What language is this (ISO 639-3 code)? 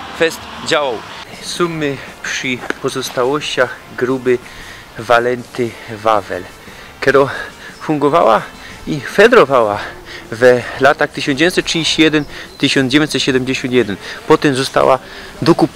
szl